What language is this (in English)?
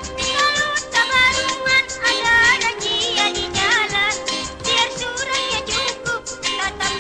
Banjar